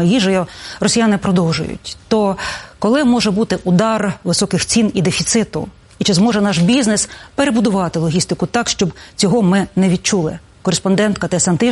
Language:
Ukrainian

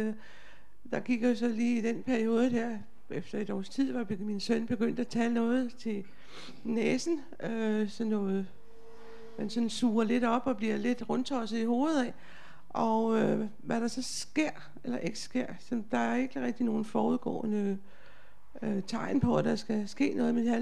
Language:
Danish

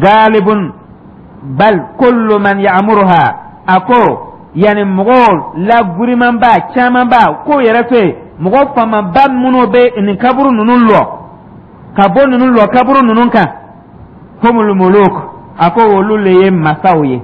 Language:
Dyula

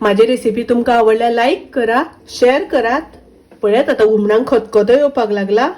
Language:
Konkani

